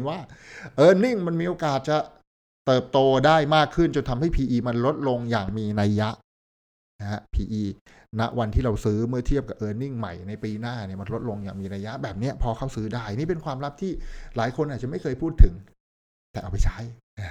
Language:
Thai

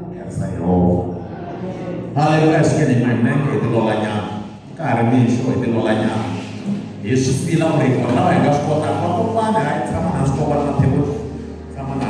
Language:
Tsonga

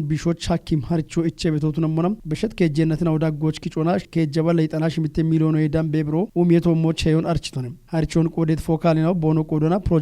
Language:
Kafa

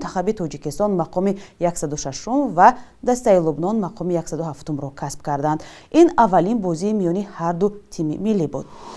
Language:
Tajik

